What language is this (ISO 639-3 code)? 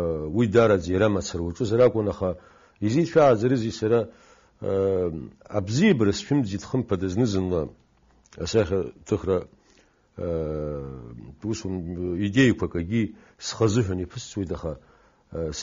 abk